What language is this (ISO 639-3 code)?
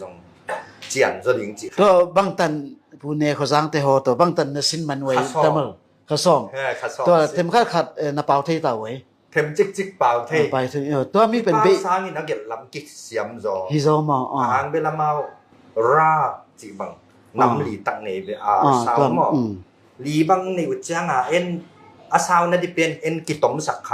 ctd